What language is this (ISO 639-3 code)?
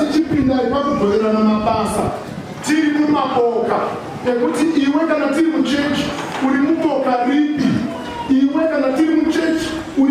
sna